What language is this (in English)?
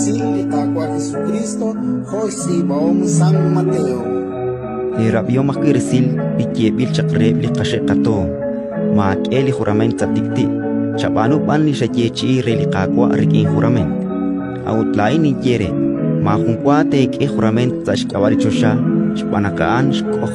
Kekchí